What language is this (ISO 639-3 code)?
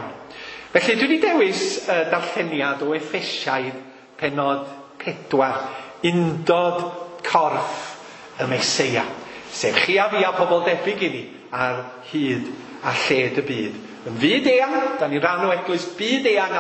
cym